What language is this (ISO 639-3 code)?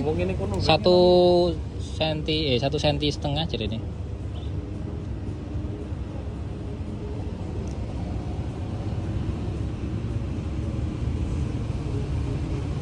ind